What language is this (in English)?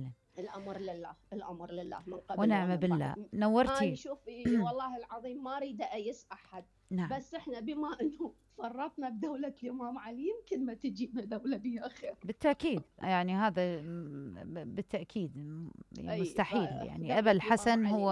Mesopotamian Arabic